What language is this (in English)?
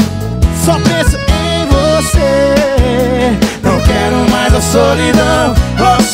Portuguese